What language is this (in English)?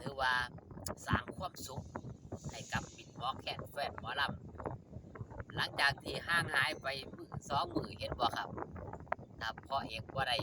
Northeastern Thai